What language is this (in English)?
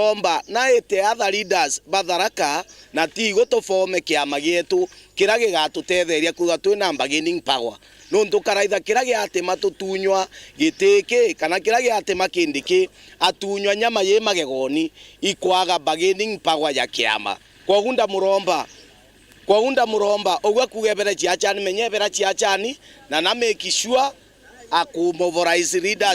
Meru